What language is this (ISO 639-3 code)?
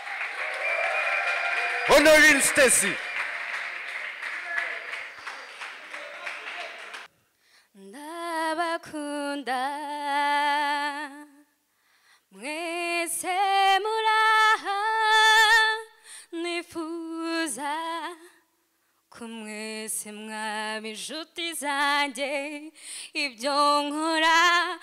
kin